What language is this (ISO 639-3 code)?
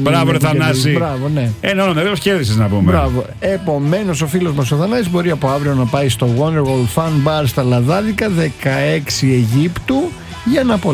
ell